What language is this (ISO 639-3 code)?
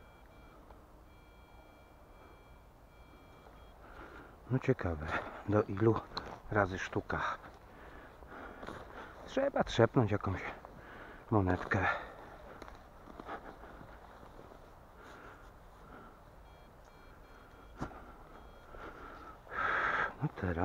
pol